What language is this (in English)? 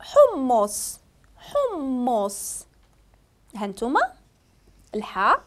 Moroccan Arabic